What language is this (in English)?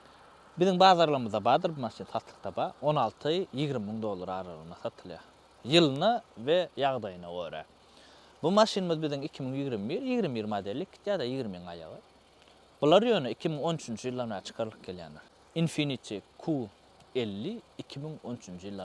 Turkmen